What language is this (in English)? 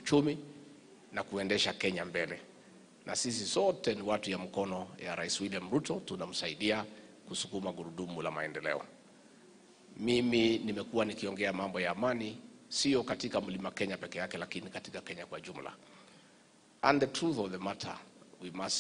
Swahili